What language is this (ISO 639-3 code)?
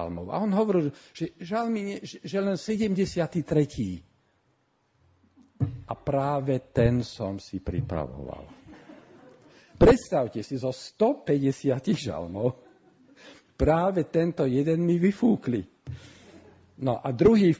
slk